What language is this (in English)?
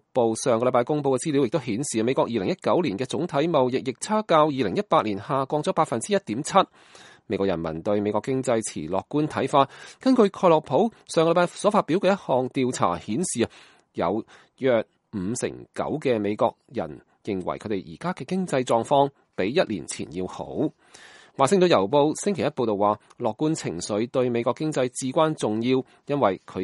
Cantonese